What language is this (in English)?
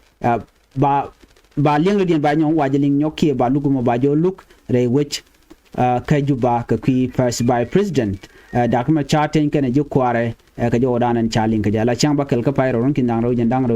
Nuer